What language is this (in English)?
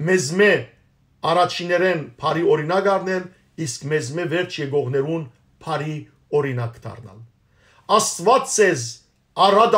Western Armenian